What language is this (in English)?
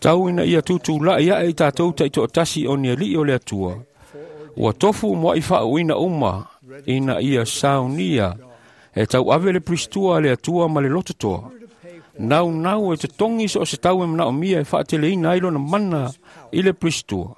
Samoan